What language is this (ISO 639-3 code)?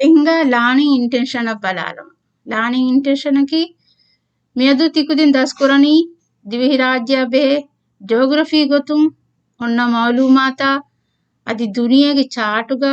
div